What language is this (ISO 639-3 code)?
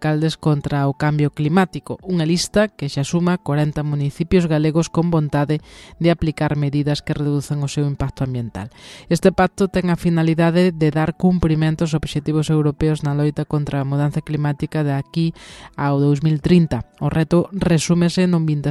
glg